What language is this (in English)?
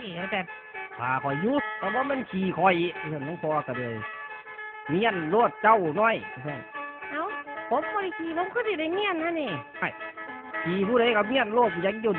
Northeastern Thai